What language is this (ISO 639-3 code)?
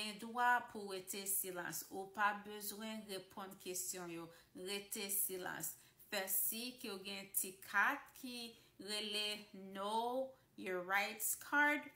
hat